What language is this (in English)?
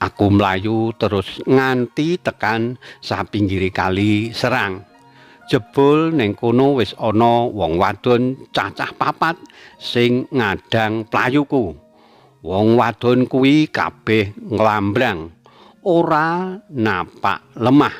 Javanese